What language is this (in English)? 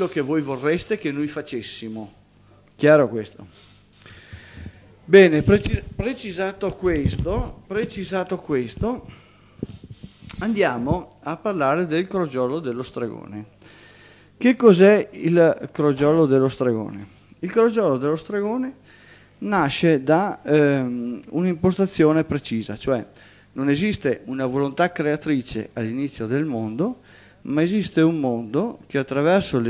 Italian